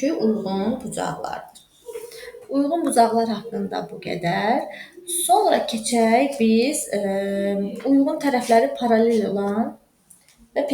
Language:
Azerbaijani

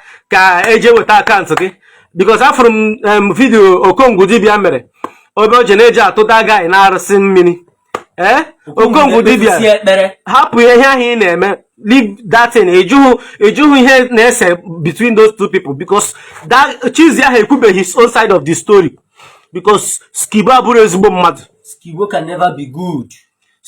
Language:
Igbo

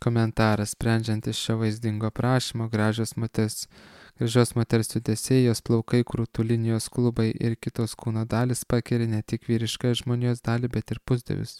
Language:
Lithuanian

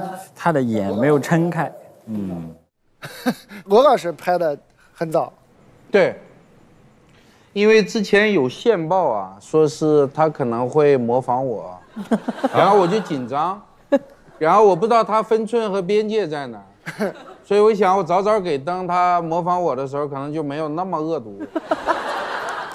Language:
Chinese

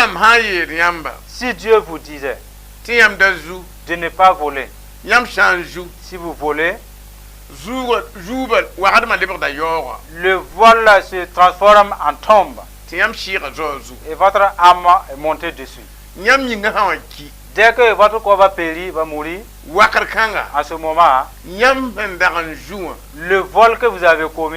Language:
Mossi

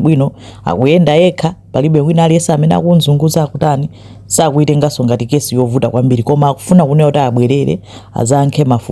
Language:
Nyanja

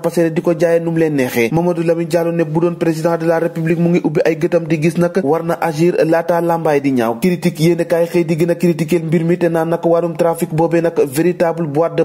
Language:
Wolof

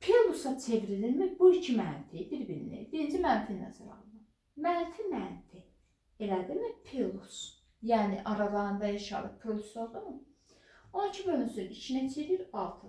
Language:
Azerbaijani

